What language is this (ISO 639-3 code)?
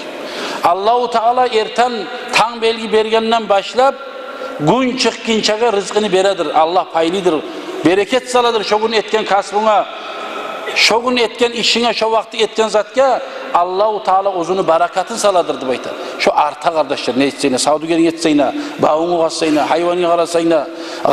kum